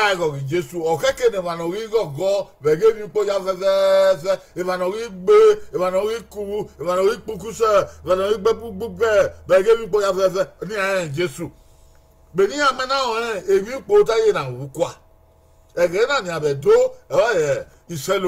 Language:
Bini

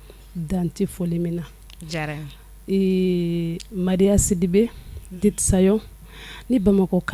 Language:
Bambara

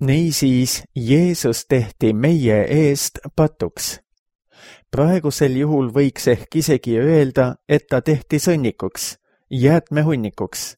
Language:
Estonian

